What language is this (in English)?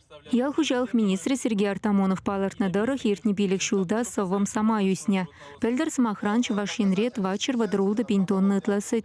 Chuvash